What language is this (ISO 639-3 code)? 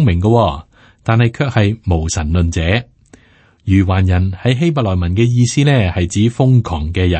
yue